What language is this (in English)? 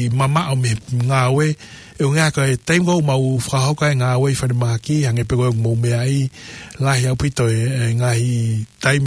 Tongan